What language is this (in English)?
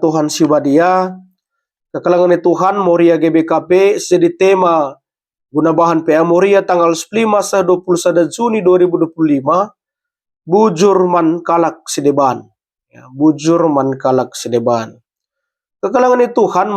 Batak Karo